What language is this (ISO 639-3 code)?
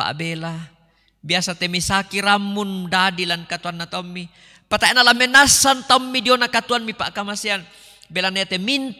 sda